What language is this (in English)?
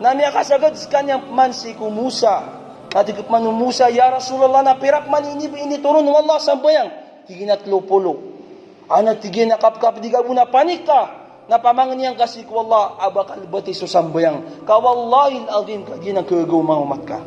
Maranao